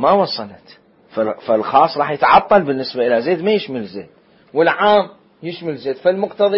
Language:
Mesopotamian Arabic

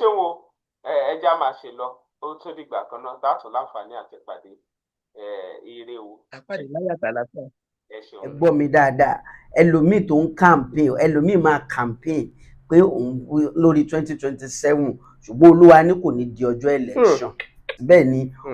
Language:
Yoruba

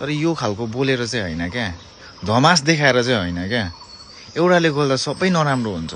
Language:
Nepali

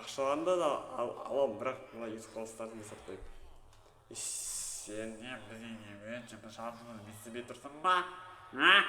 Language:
Kazakh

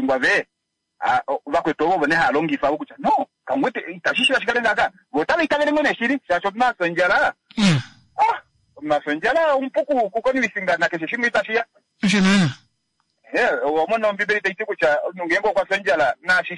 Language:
Kuanyama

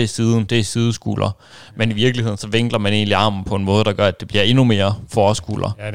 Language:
Danish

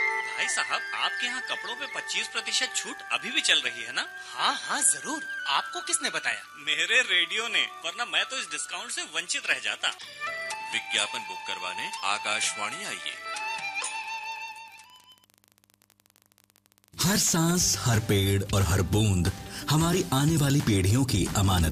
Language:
Hindi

